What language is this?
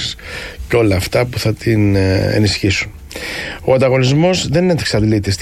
Greek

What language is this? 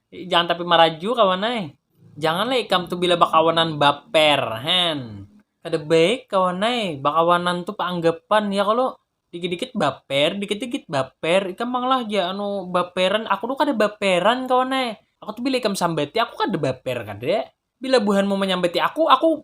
Banjar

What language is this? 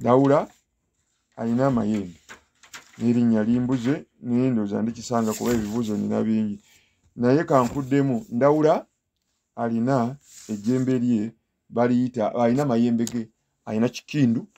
Ganda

